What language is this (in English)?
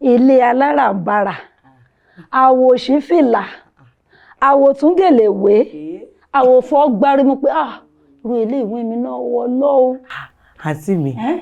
Yoruba